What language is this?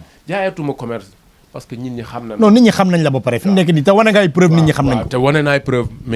Wolof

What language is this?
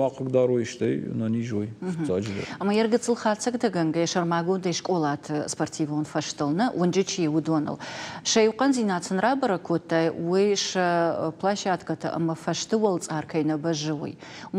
Ossetic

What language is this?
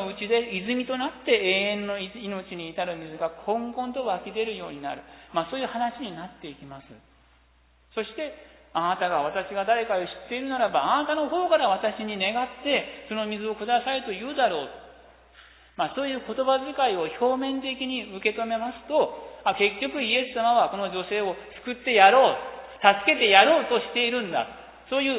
Japanese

